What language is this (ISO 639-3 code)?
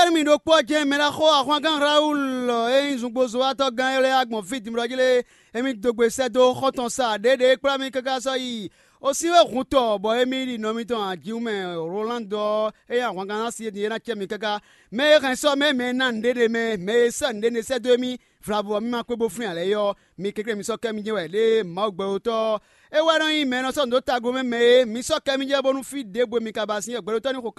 fon